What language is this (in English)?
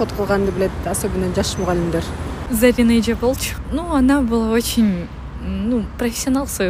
Kyrgyz